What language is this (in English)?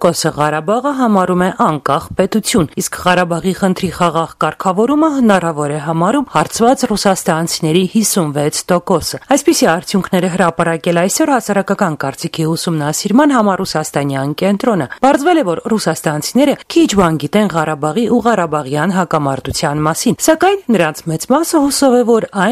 Armenian